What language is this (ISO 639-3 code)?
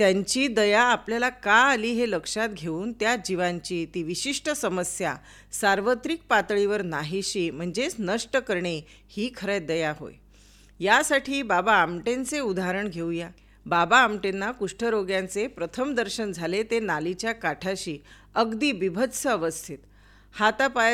mar